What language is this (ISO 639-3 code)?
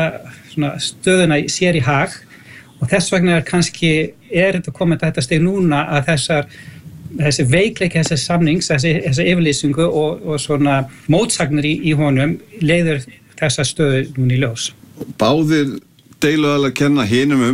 isl